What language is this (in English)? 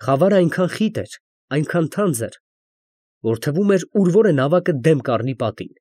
Armenian